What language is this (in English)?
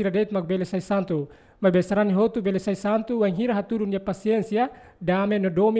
Tetum